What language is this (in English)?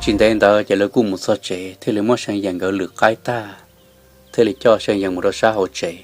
Hmong